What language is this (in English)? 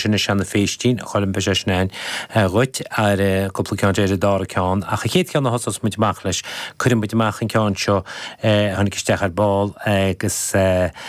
Irish